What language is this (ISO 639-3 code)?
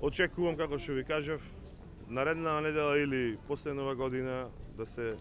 mkd